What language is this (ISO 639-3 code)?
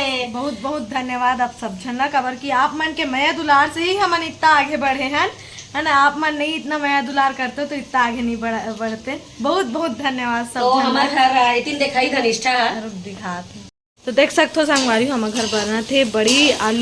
hne